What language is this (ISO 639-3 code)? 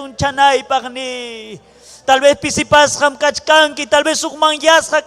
quy